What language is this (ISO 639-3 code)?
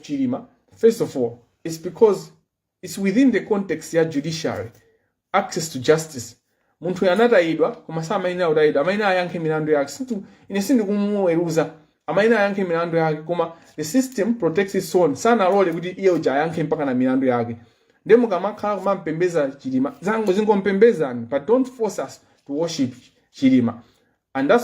nya